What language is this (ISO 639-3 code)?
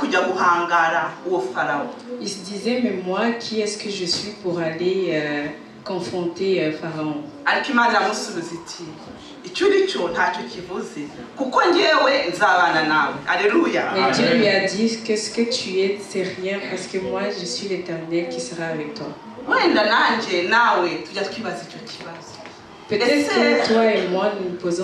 kin